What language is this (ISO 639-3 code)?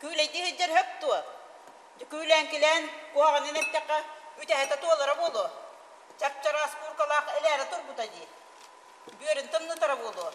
sah